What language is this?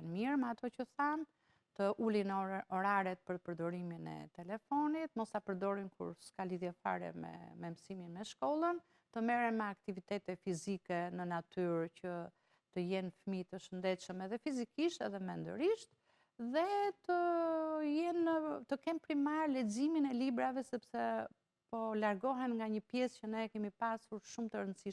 Albanian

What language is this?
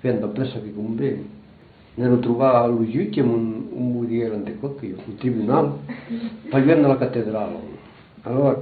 Occitan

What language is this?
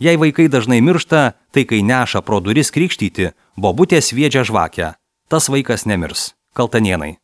Lithuanian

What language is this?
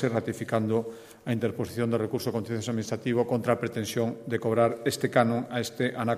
Galician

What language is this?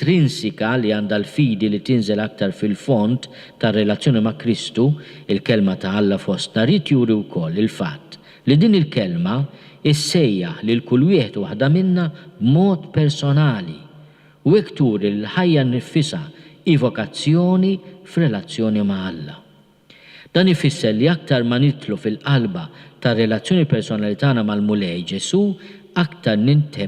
Maltese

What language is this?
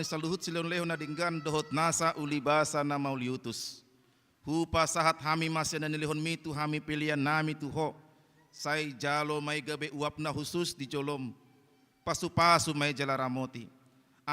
Batak Toba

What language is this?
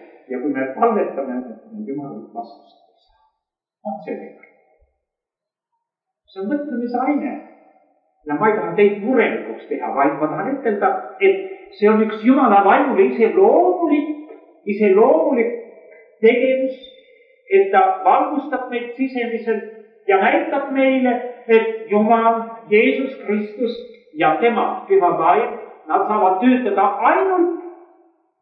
Estonian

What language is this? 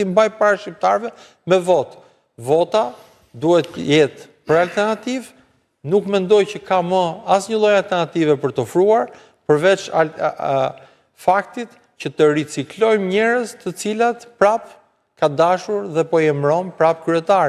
Albanian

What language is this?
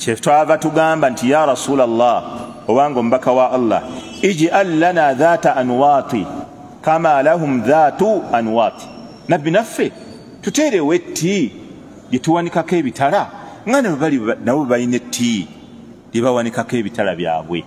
Ganda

